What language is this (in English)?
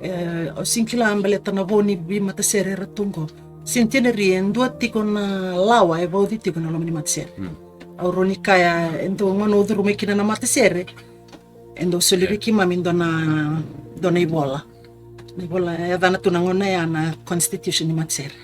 Fijian